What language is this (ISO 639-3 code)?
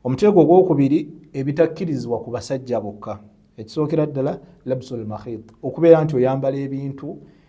lug